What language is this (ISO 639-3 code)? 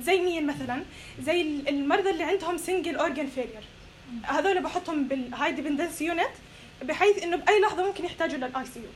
apc